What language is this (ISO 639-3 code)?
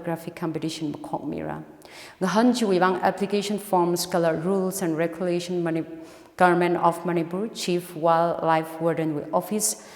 nmf